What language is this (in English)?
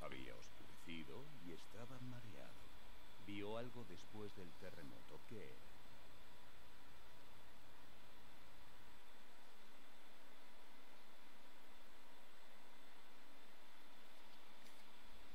Spanish